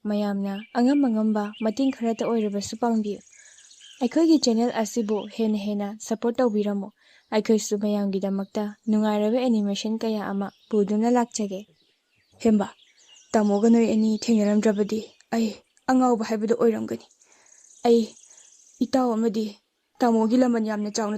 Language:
Manipuri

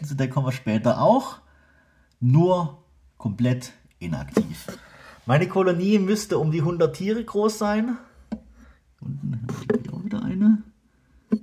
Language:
German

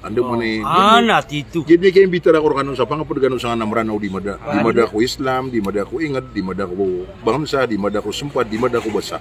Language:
Maranao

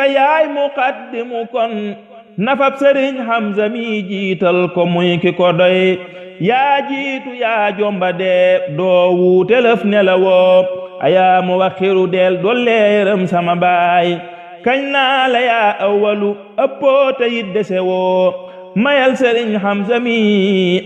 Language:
Wolof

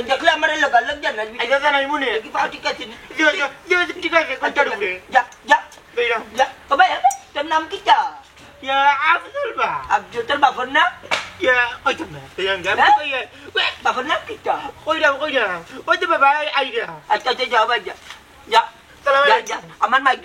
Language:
Sylheti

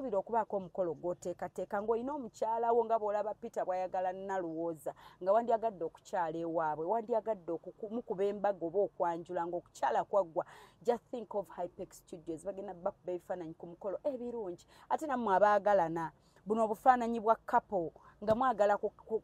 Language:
Ganda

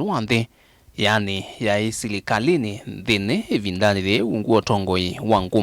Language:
Kamba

